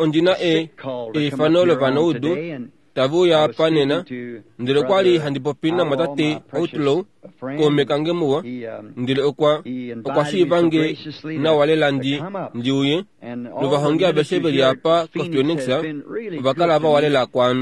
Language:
Kuanyama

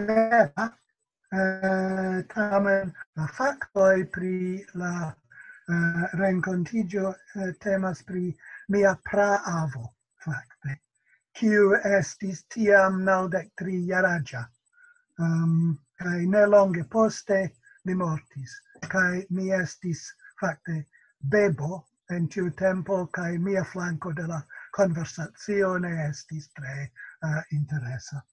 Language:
Esperanto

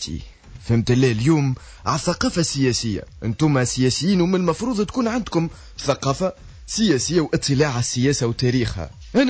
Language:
Tunisian Arabic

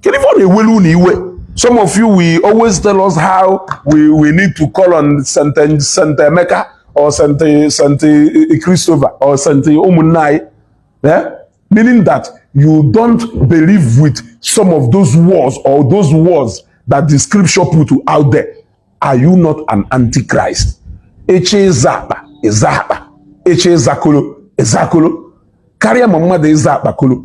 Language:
Igbo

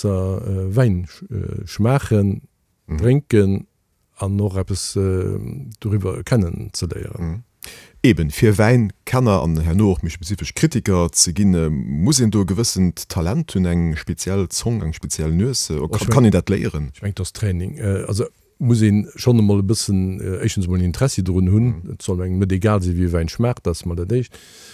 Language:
Luxembourgish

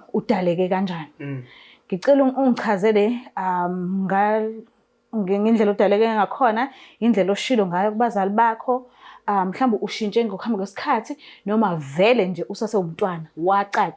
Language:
Zulu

